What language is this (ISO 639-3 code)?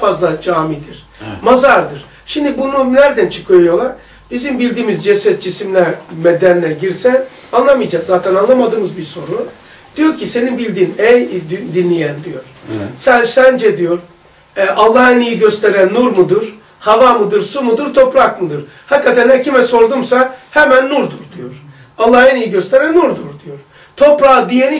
tur